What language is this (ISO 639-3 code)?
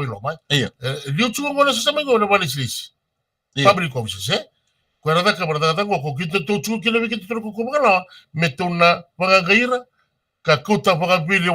fij